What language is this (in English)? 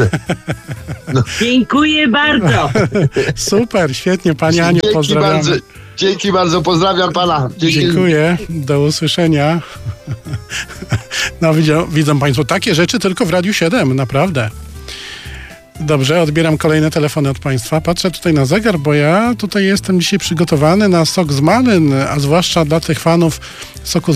Polish